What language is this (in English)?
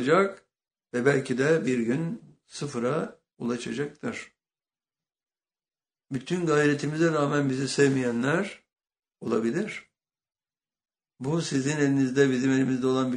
Turkish